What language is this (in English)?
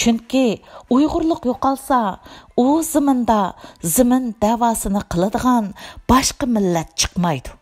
Uyghur